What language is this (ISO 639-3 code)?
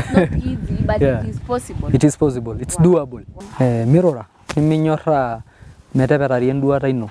mas